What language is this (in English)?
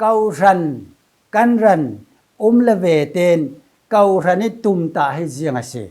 Falam Chin